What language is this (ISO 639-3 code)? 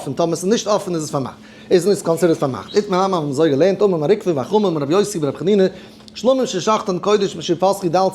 yid